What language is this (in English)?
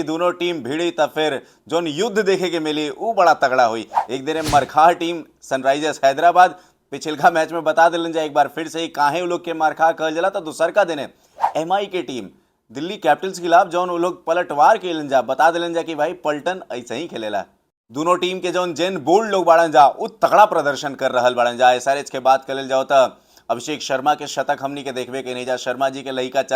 Bhojpuri